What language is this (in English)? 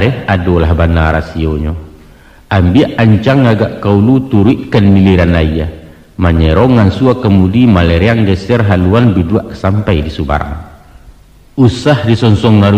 Minangkabau